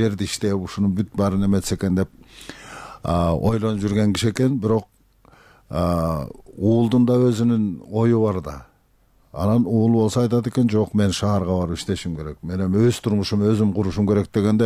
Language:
Kyrgyz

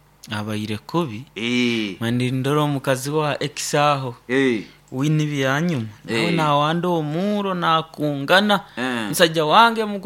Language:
Nyoro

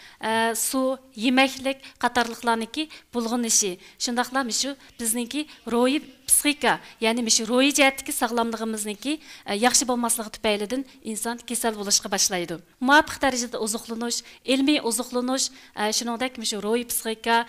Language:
Uyghur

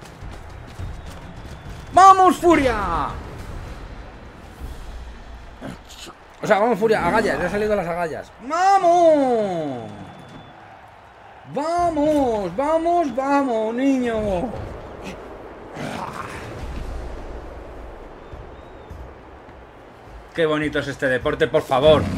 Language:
Spanish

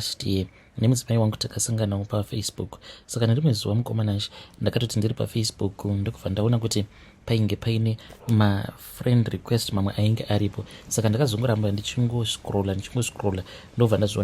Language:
Shona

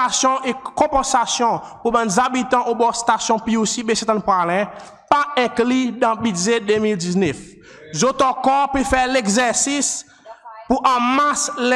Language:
Seselwa Creole French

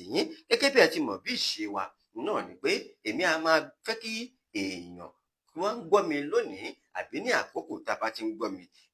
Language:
Yoruba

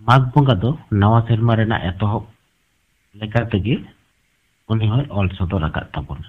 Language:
Santali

